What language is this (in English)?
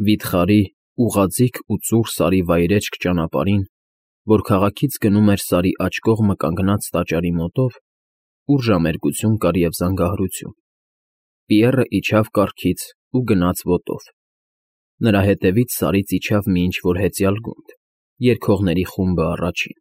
Armenian